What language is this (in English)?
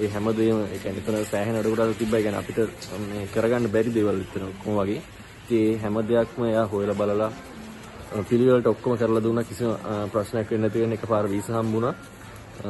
Sinhala